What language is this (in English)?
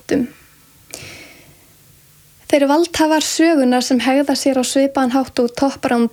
Icelandic